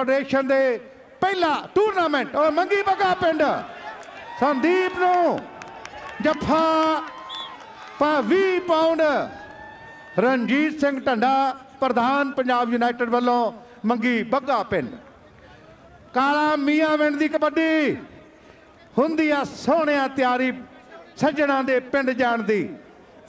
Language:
Punjabi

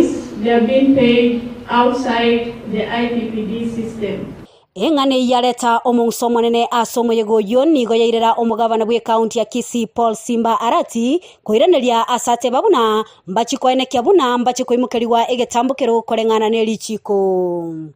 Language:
Gusii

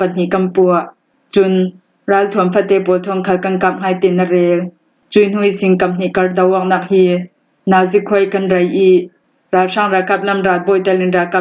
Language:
Falam Chin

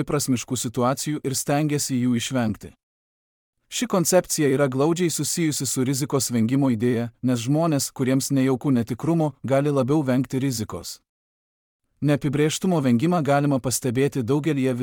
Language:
Lithuanian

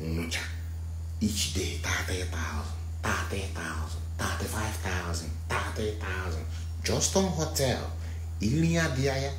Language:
Nigerian Pidgin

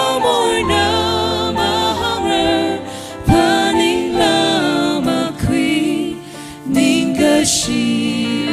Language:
Tangkhul Naga (India)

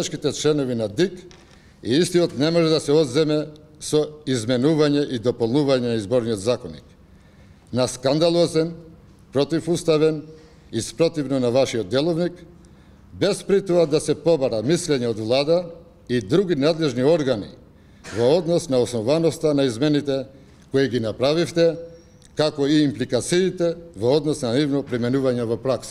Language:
Macedonian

